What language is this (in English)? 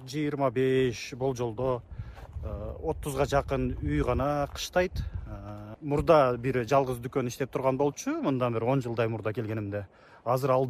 Kyrgyz